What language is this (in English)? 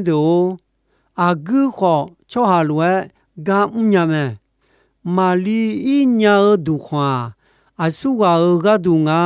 Akha